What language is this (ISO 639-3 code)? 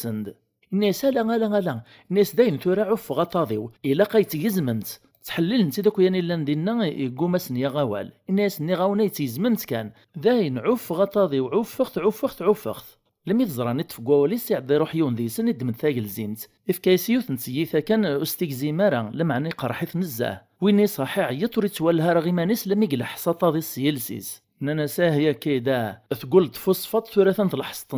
kab